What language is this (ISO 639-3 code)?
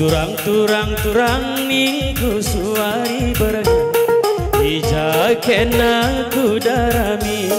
btx